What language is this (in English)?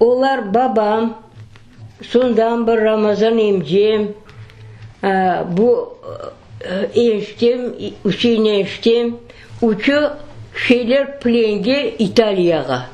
Crimean Tatar